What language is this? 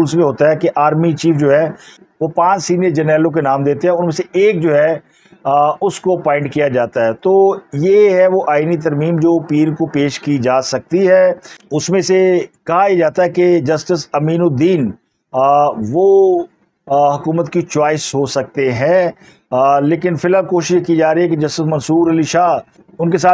Urdu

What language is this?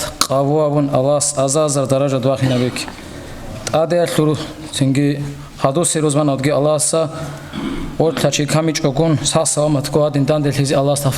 Avaric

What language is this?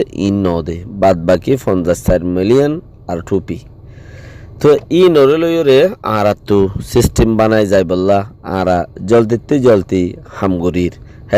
Rohingya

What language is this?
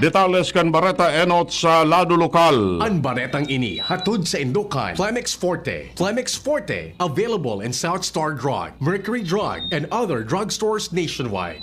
Bikol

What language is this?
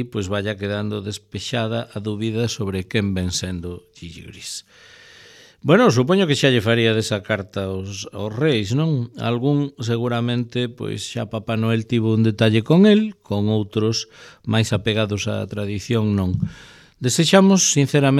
Galician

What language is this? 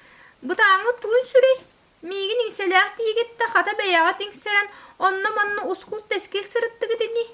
Yakut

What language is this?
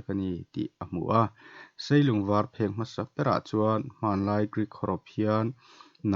Mizo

